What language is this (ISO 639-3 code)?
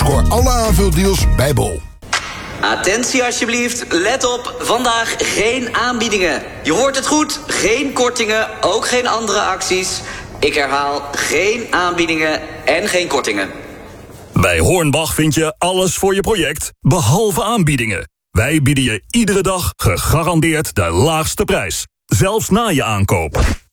nld